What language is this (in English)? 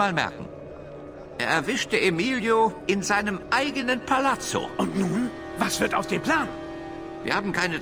Bavarian